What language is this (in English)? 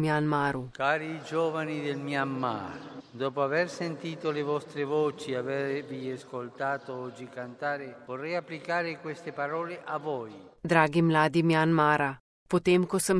Slovenian